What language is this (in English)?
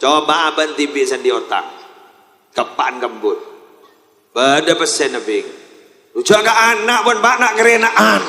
Madurese